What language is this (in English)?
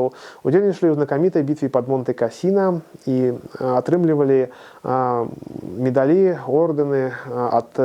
Belarusian